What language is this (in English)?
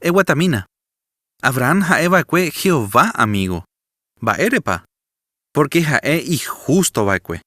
Guarani